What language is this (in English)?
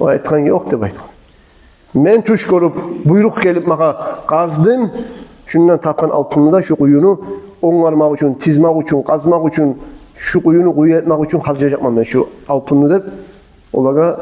Kumyk